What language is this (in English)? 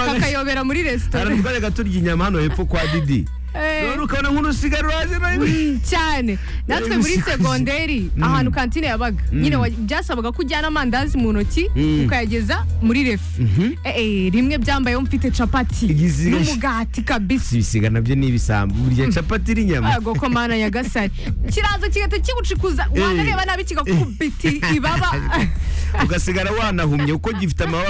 Kinyarwanda